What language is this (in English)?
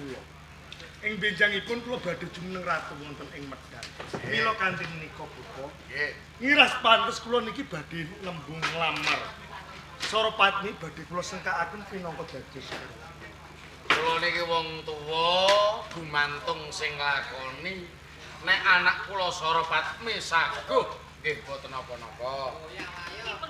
Javanese